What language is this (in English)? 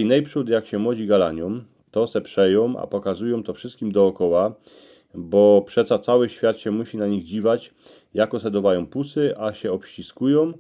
Silesian